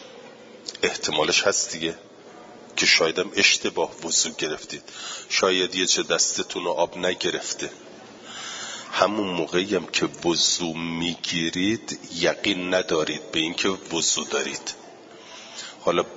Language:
Persian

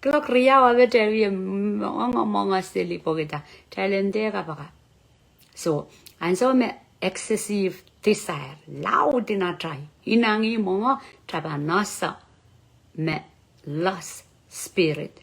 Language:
Pohnpeian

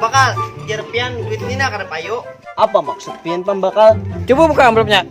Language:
Banjar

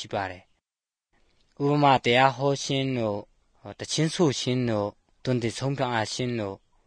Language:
Burmese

